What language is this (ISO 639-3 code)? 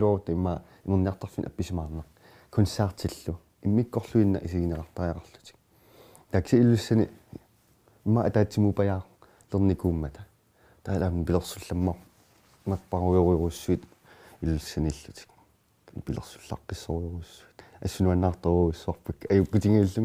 kal